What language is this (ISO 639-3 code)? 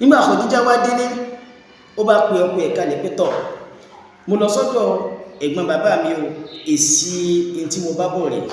yor